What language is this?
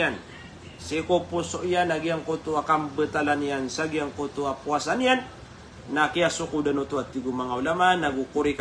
Maranao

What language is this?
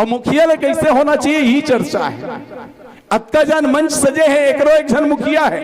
Chhattisgarhi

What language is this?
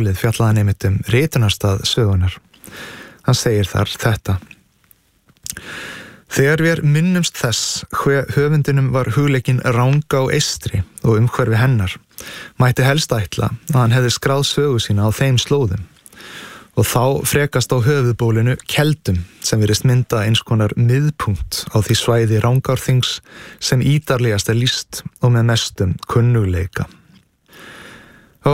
Icelandic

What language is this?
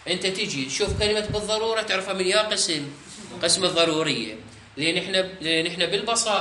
Mesopotamian Arabic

